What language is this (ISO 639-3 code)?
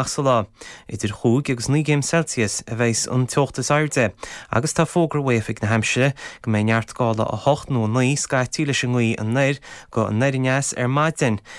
gle